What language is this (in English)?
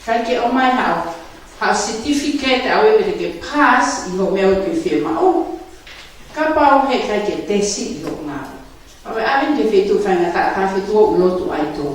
Tongan